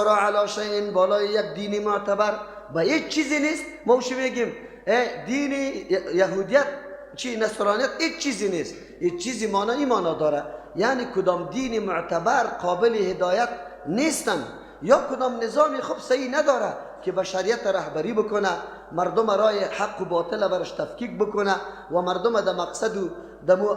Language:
Persian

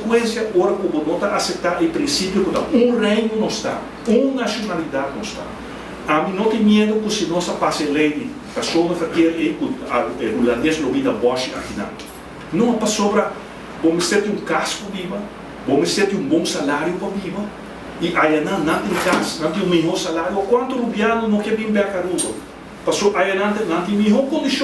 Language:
Papiamento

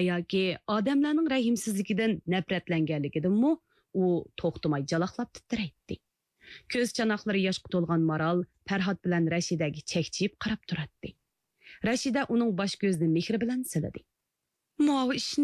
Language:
Uyghur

